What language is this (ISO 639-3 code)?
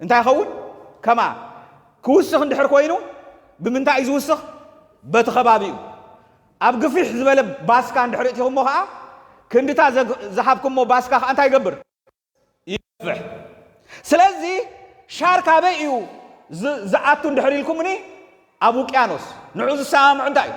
tir